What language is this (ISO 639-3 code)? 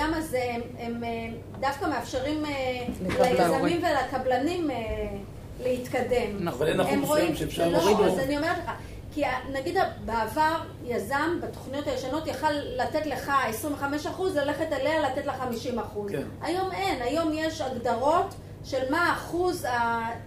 heb